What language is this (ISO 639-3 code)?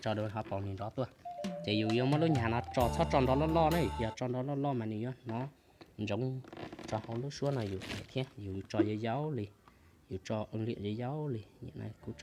hmn